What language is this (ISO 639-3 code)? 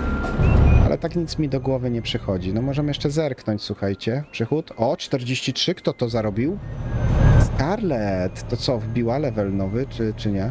pol